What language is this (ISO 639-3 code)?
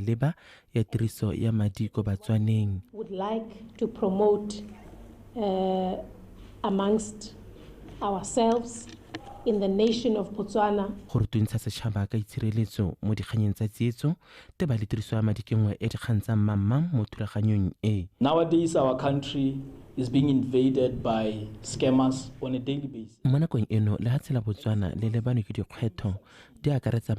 tsn